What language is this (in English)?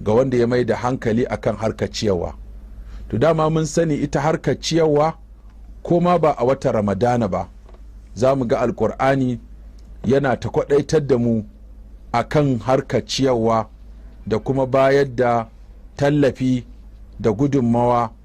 Hausa